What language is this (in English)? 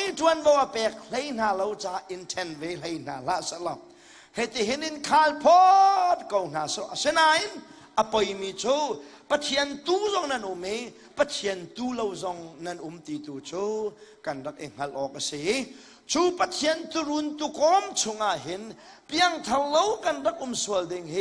Hakha Chin